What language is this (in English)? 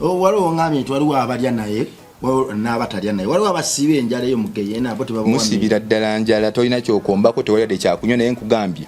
Ganda